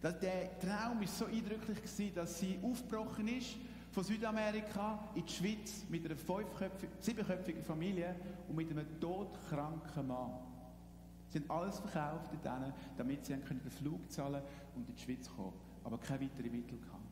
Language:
Swiss German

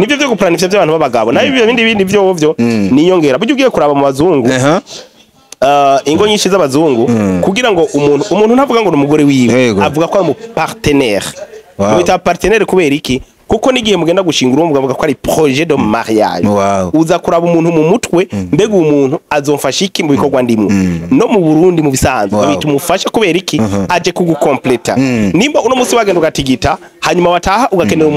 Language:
Rundi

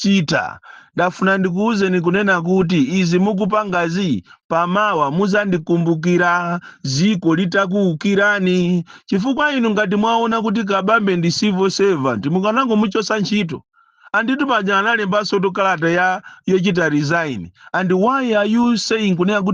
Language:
Nyanja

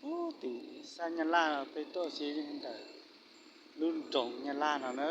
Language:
Hmong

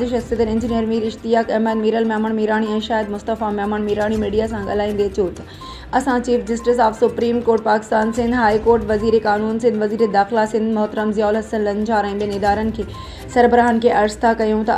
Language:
Sindhi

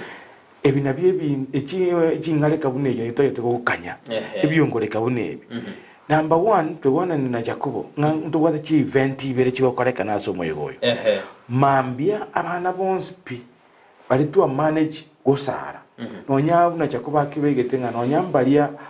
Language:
Gusii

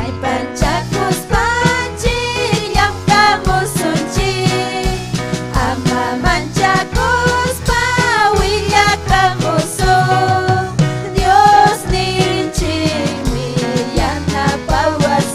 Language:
Ayacucho Quechua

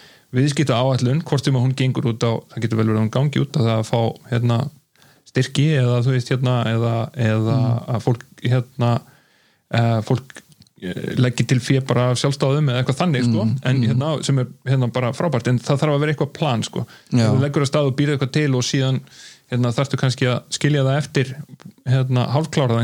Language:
Icelandic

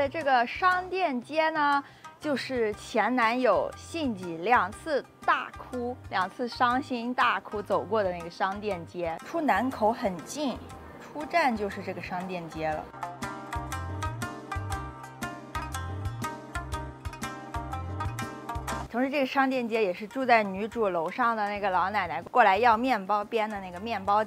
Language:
Chinese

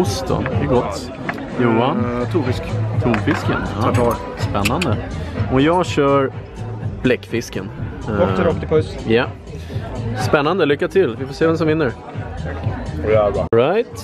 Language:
Swedish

